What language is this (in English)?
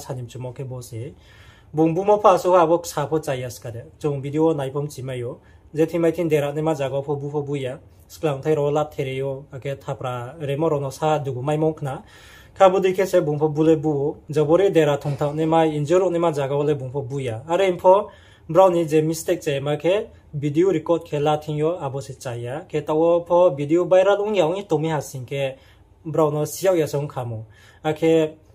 Riang (India)